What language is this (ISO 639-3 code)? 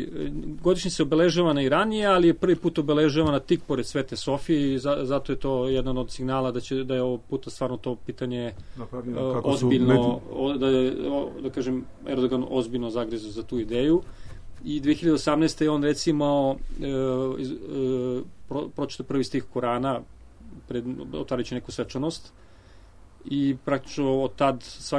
srp